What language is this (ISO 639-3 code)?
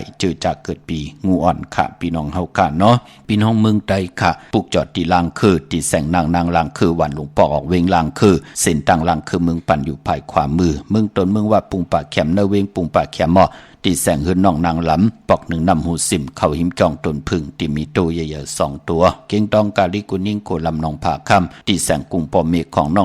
shn